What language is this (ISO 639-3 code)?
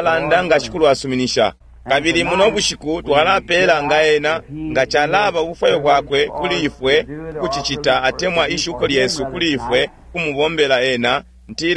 bem